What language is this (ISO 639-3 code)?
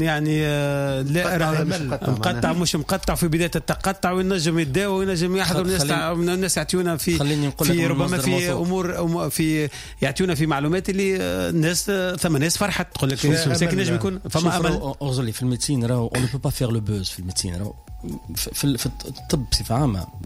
aeb